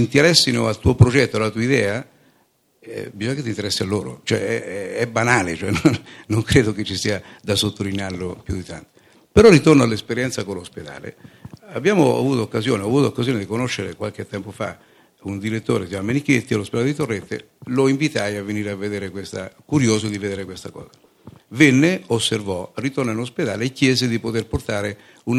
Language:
Italian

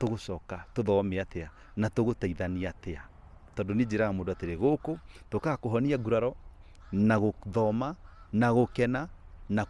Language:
Kikuyu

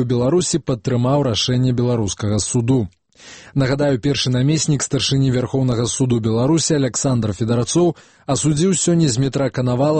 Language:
Belarusian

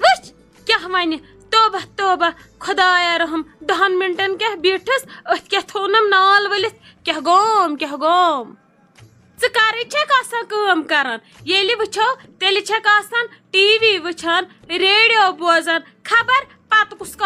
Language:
Kashmiri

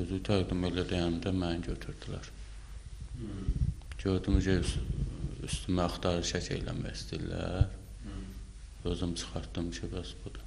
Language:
Azerbaijani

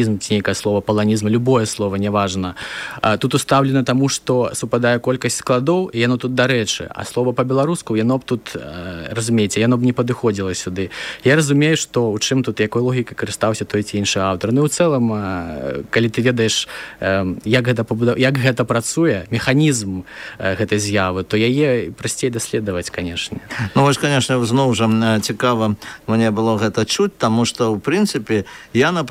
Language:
Belarusian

